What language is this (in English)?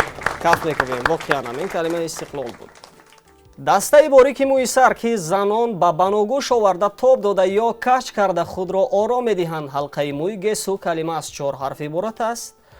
Tajik